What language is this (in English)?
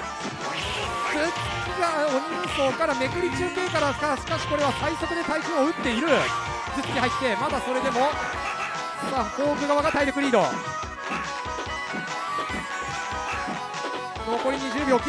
Japanese